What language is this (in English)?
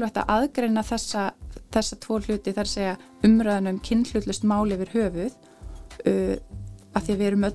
Icelandic